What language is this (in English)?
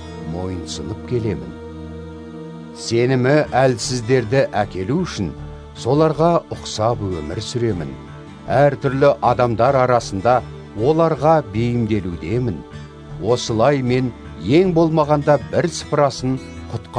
Kazakh